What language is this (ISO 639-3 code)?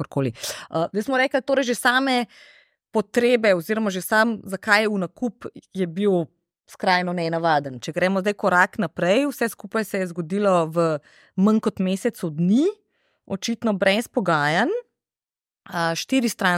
slv